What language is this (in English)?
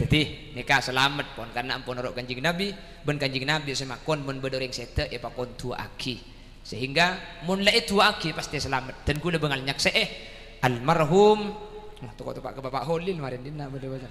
Madurese